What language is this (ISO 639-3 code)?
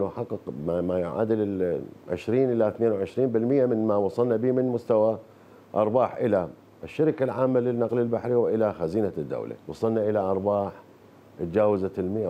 acm